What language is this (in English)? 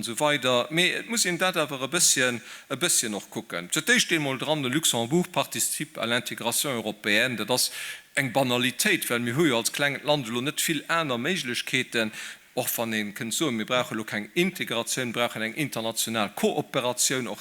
Luxembourgish